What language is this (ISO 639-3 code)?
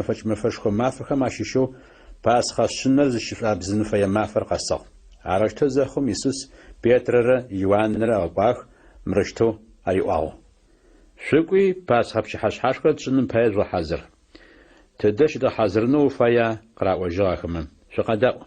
ady